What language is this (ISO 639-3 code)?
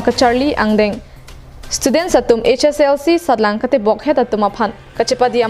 mjw